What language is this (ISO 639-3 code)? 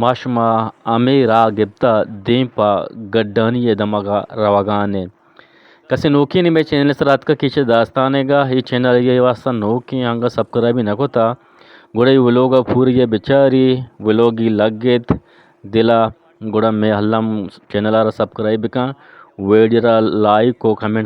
bgp